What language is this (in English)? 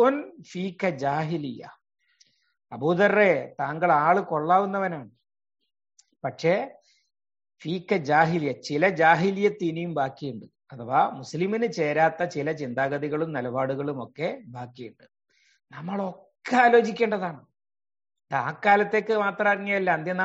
Malayalam